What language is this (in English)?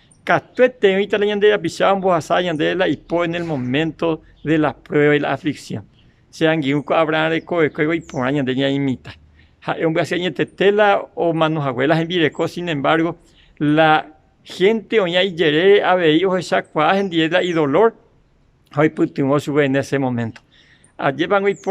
Guarani